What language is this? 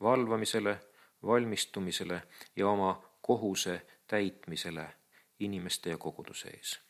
Estonian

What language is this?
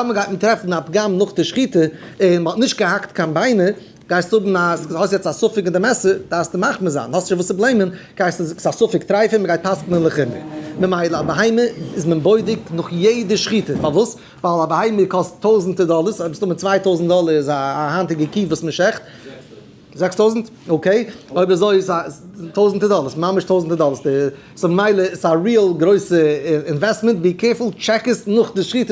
Yiddish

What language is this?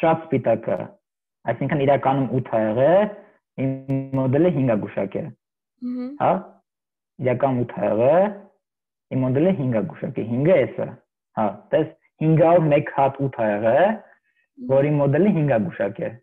Armenian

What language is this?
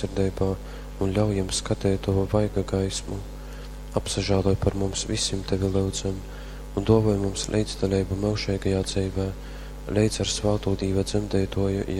Latgalian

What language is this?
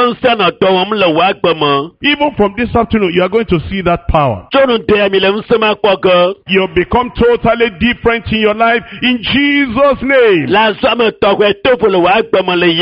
Ewe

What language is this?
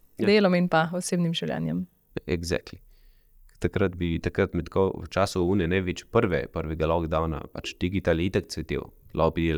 Slovenian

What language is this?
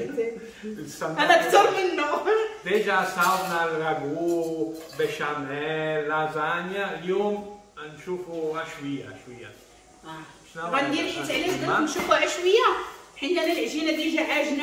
Moroccan Arabic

